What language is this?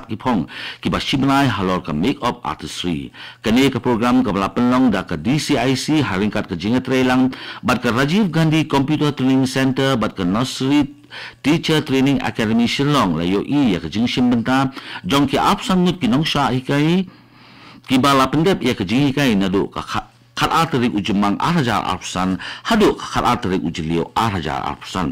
Khasi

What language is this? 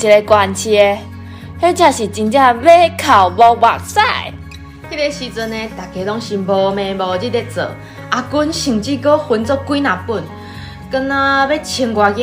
Min Nan Chinese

